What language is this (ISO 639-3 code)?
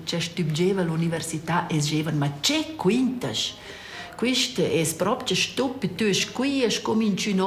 roh